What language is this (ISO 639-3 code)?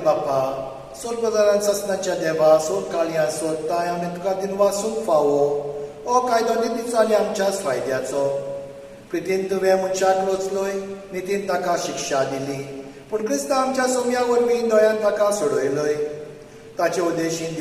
kok